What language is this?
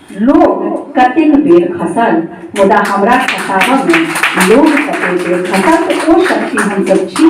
Maithili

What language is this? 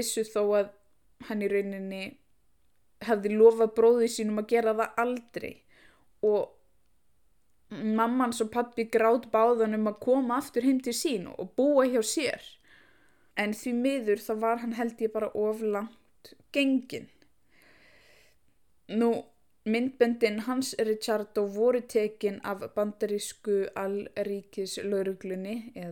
Icelandic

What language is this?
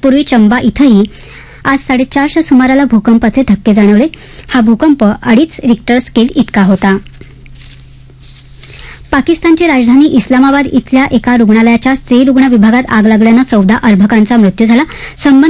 Marathi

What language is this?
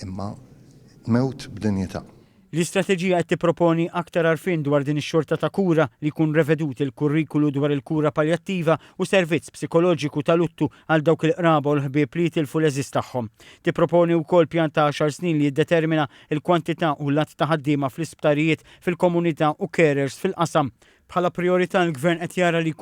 Maltese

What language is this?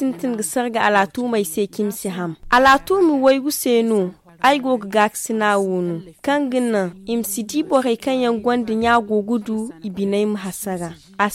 Zarma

